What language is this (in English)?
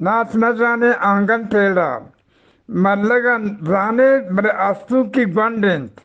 Eastern Balochi